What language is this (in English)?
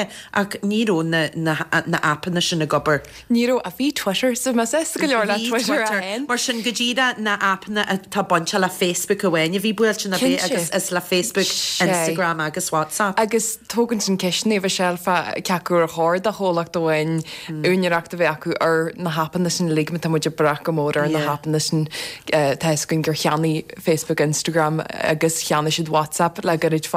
Irish